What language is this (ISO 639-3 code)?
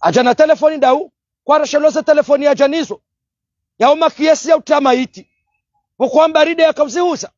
zdj